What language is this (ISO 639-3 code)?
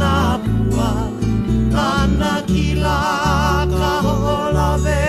haw